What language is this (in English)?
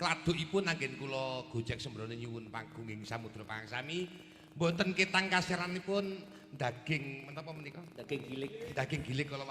Javanese